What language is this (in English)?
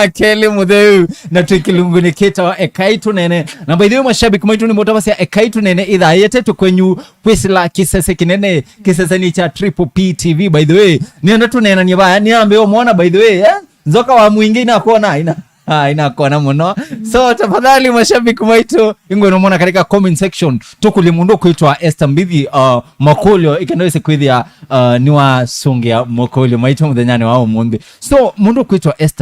Kamba